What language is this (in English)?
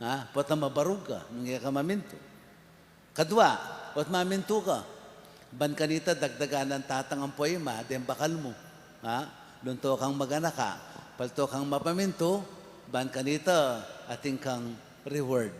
Pampanga